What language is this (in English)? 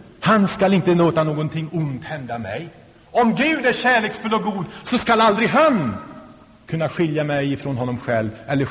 Swedish